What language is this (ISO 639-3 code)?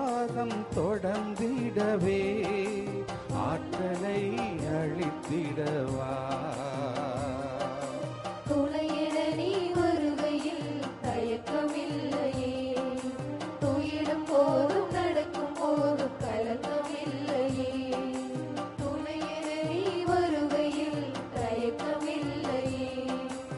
tam